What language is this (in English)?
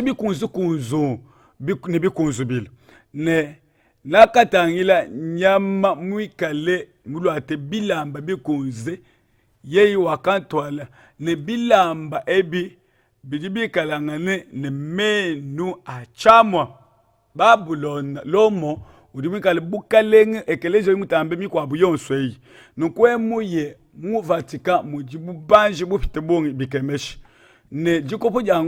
Luba-Lulua